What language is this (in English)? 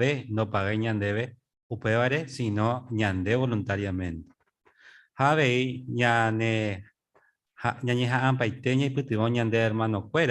Guarani